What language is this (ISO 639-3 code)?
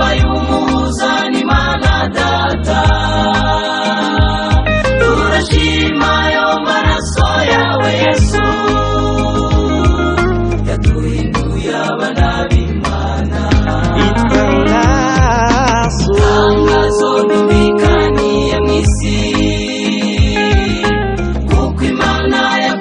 kin